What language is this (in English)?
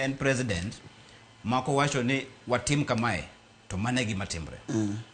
Luo (Kenya and Tanzania)